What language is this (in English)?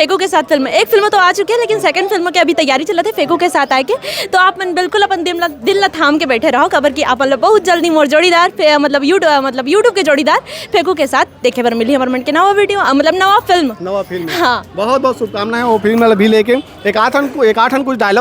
Chhattisgarhi